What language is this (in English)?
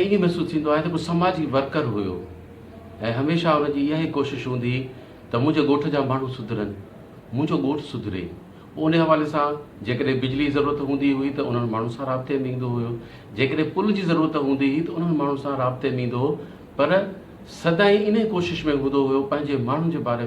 Sindhi